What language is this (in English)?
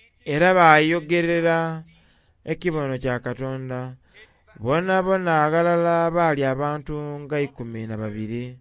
Soga